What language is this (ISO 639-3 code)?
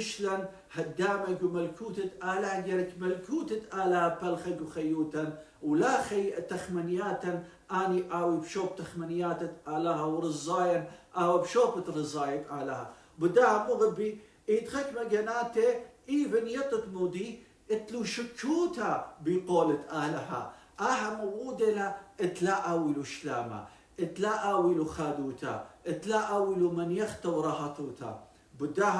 aii